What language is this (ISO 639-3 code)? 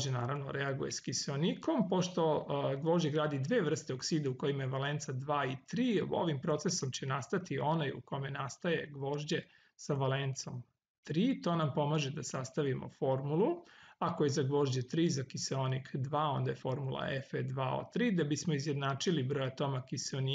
srp